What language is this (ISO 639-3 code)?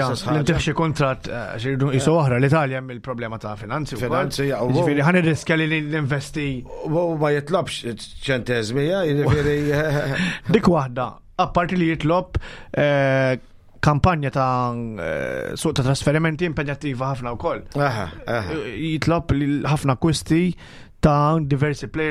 mlt